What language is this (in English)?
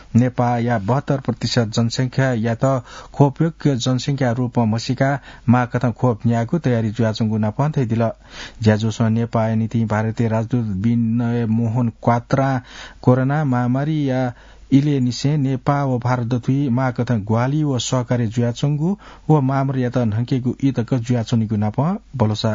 Newari